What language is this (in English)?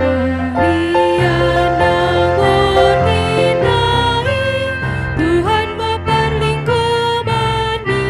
Batak Toba